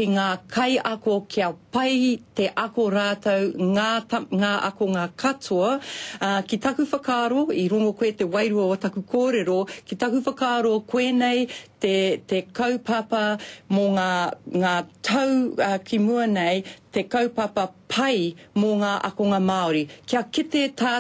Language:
Māori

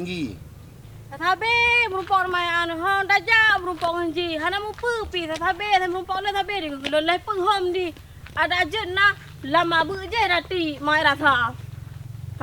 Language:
Achinese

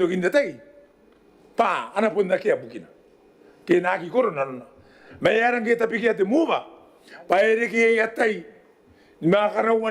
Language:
Gilbertese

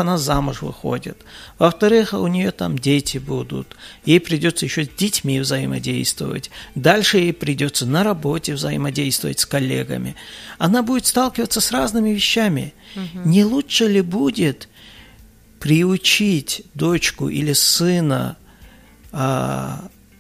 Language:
Russian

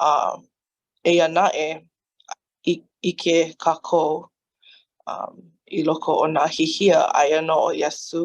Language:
Hawaiian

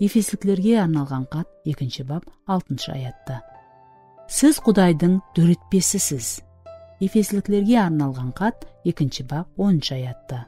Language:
Kara-Kalpak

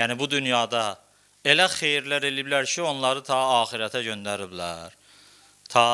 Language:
Azerbaijani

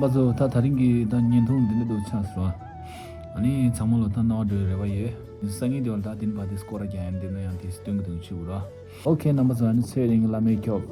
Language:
Tibetan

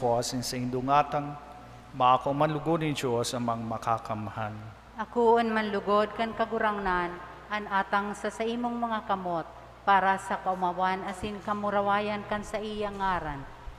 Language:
Bikol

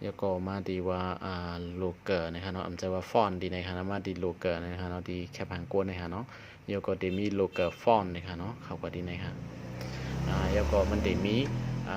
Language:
Shan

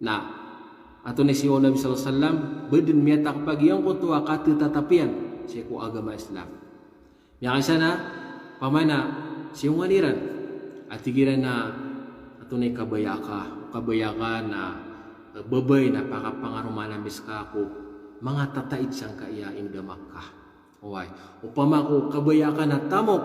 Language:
Maranao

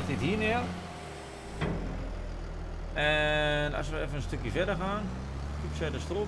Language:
Dutch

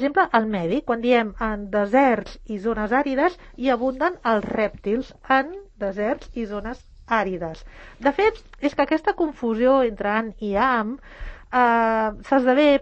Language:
Catalan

